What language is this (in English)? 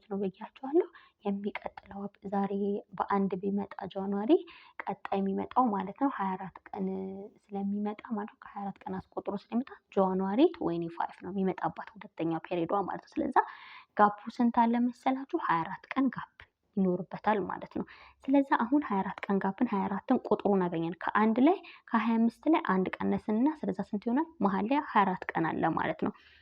Amharic